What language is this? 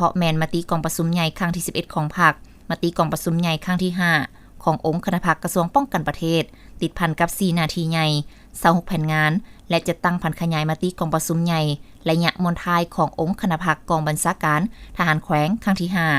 Lao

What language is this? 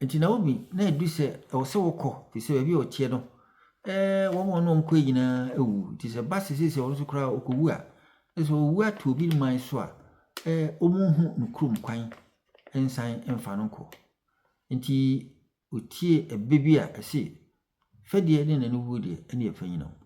Akan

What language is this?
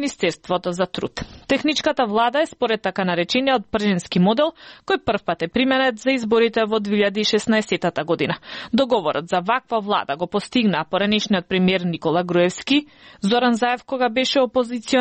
Macedonian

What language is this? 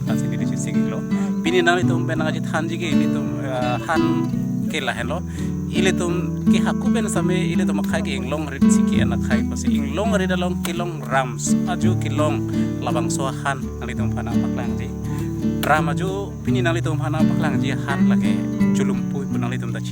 Karbi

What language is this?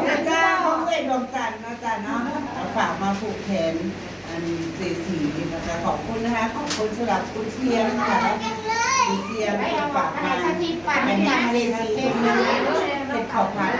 Northeastern Thai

